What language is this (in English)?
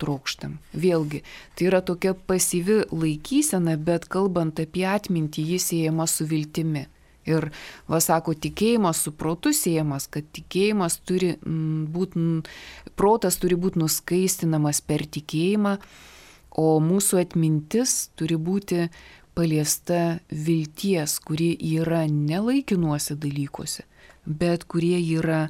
Lithuanian